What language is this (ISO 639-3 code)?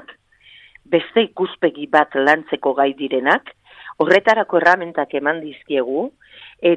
eus